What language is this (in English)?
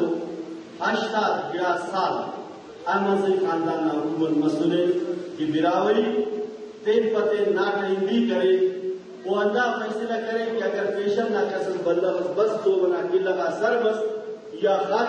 Brahui